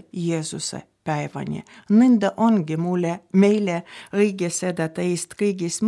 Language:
Estonian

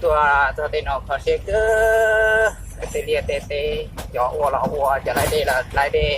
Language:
Hmong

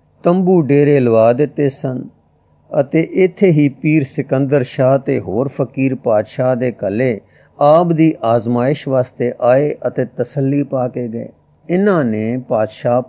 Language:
Punjabi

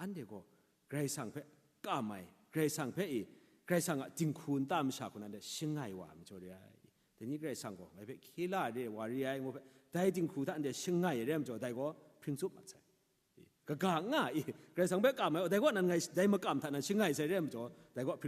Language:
Kachin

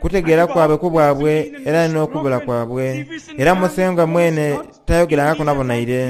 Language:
Soga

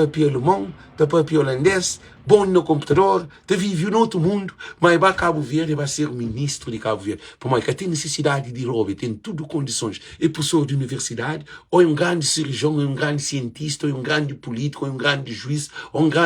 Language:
Kabuverdianu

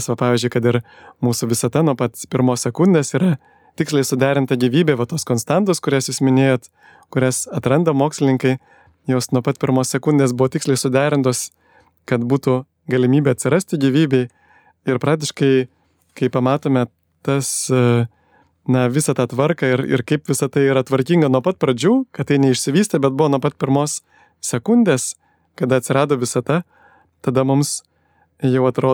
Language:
Lithuanian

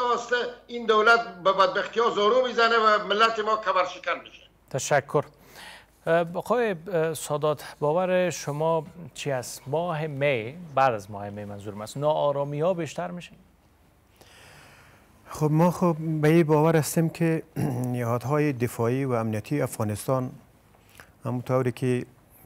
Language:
Persian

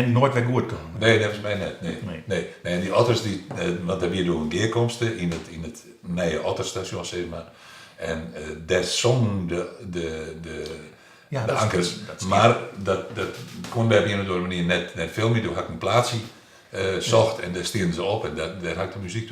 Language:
Western Frisian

